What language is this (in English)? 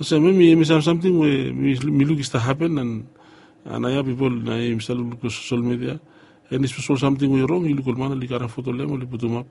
Bislama